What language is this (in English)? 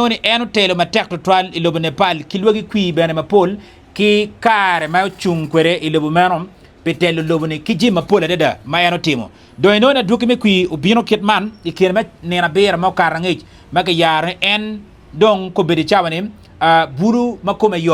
Acoli